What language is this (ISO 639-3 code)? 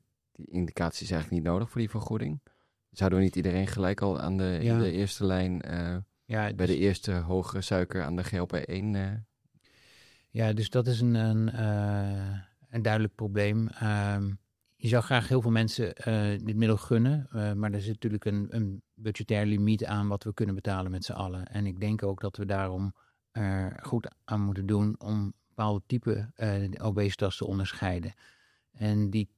nld